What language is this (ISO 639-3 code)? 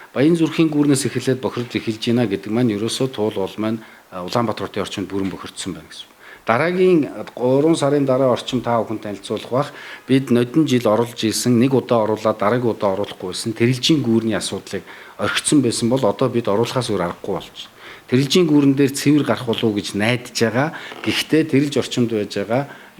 mon